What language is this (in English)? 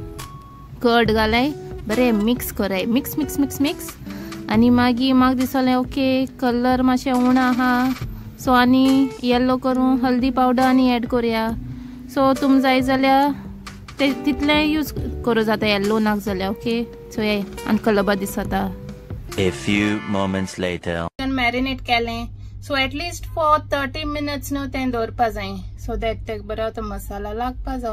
Konkani